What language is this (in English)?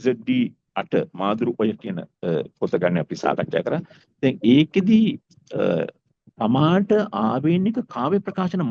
Sinhala